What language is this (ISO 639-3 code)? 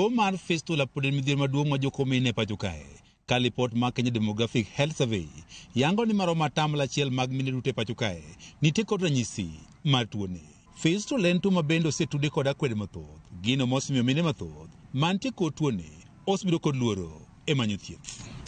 luo